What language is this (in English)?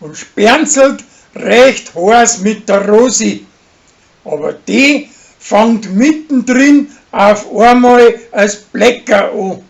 Bavarian